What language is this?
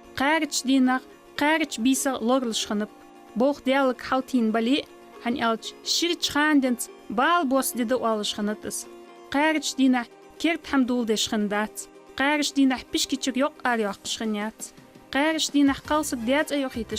Ingush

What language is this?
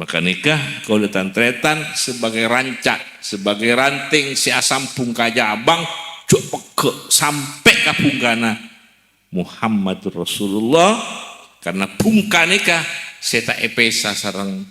Madurese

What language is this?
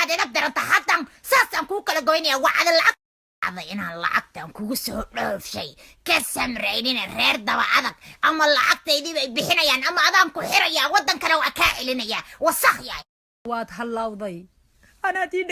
Somali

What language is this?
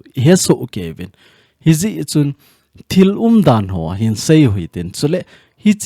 Thado Chin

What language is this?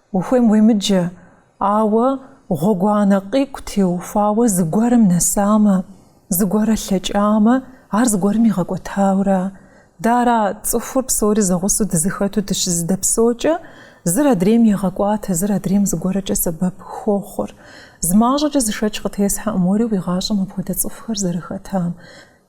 Kabardian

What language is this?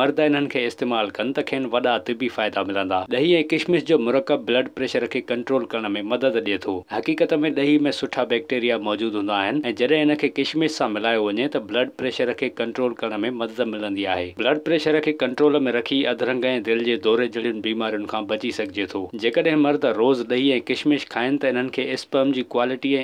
Sindhi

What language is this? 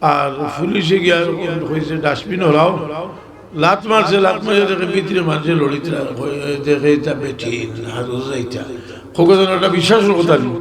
Sylheti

